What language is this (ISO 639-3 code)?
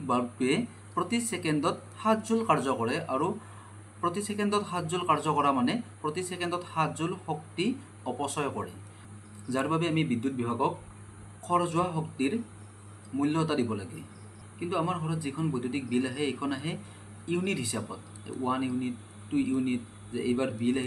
asm